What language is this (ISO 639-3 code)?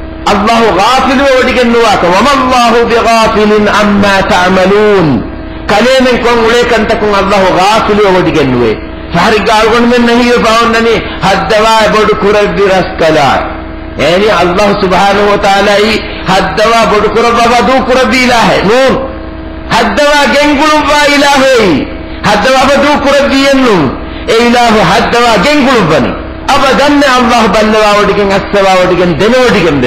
div